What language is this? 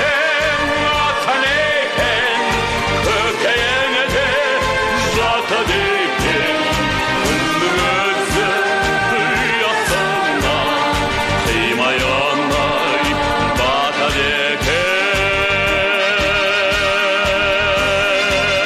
Kazakh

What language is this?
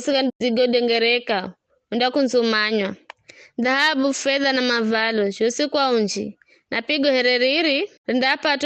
Giryama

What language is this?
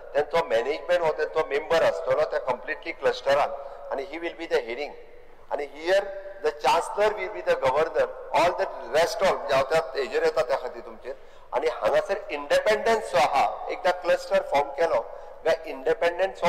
Konkani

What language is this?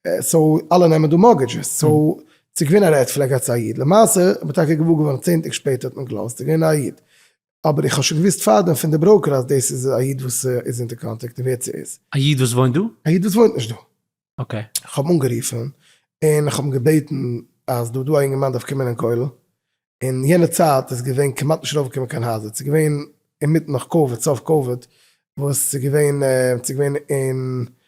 Yiddish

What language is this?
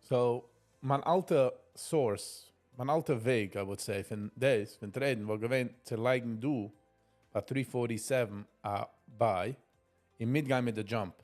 Yiddish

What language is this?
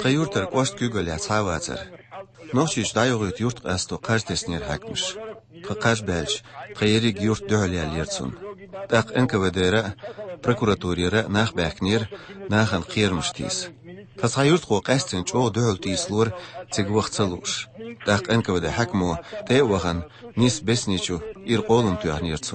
Chechen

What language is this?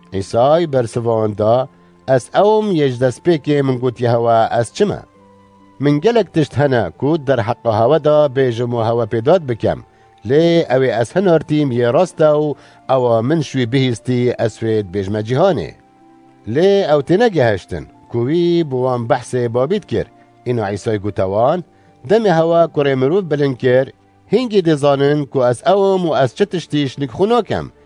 Kurdish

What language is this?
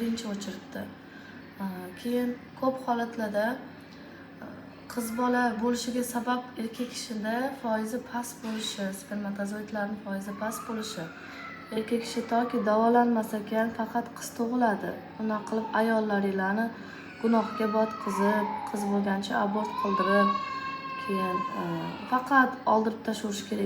Uzbek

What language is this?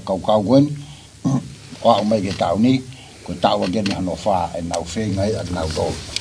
Tongan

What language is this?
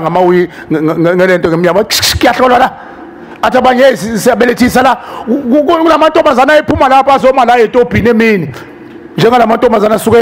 Zulu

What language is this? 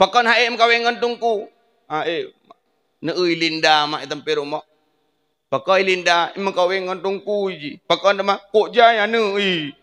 Achinese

